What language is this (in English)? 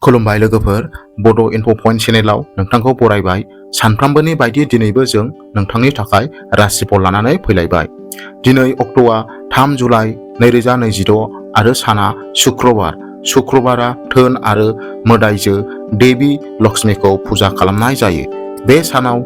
Bodo